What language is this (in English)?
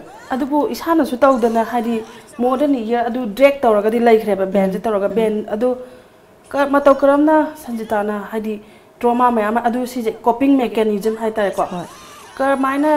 Manipuri